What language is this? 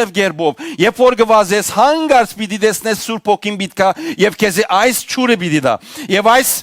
Western Armenian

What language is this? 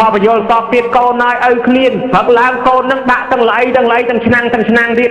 Khmer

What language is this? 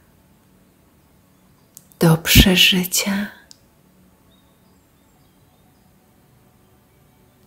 Polish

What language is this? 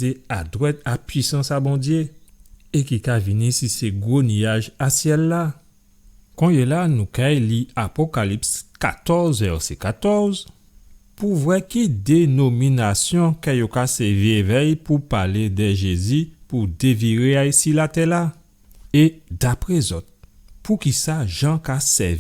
Guadeloupean Creole French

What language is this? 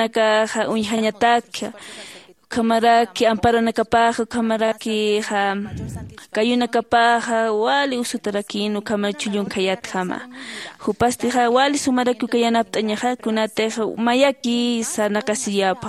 Aymara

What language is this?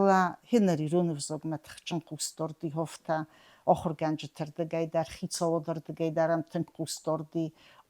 Ossetic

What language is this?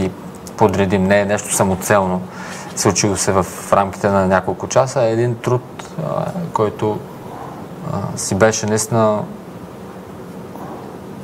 Bulgarian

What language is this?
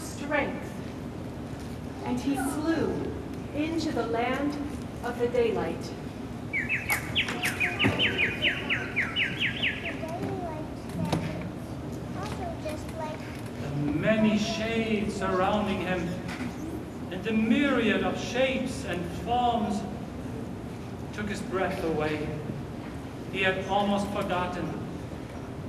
English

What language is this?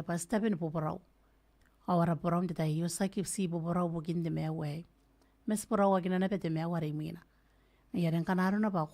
Gilbertese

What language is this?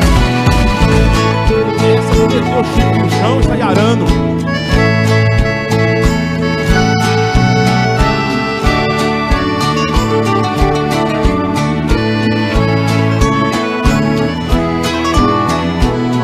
Portuguese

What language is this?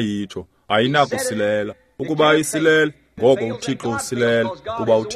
Xhosa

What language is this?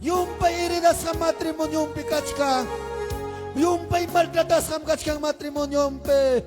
Ayacucho Quechua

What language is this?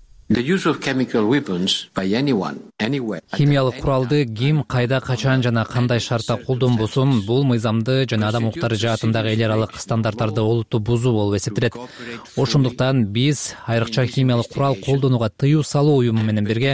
Kyrgyz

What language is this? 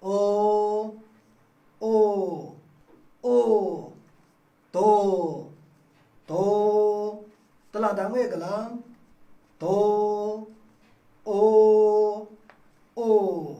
Maru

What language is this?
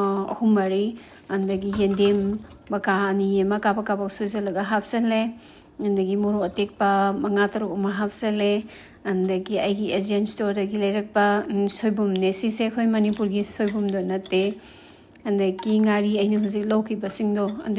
Manipuri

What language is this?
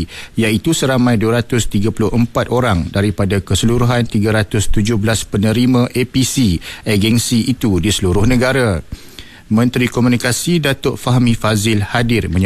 Malay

